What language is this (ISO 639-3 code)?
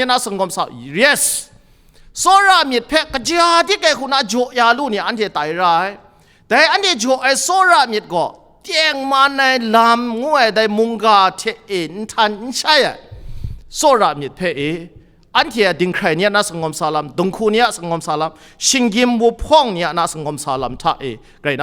kac